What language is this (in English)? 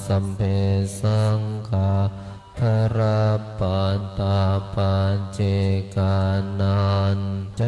Pali